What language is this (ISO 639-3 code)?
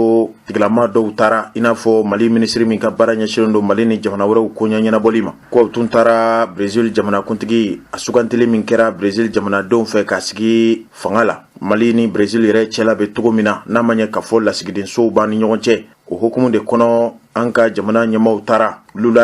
bam